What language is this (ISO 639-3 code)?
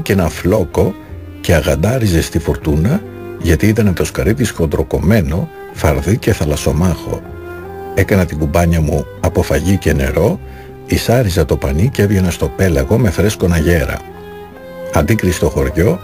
ell